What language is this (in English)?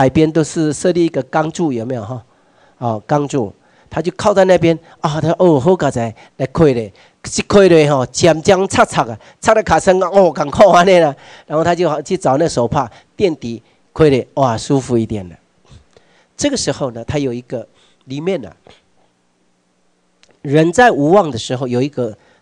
Chinese